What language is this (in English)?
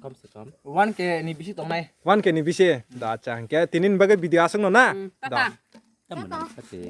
Kok Borok